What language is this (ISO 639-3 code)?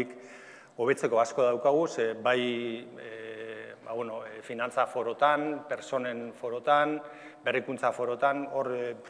eus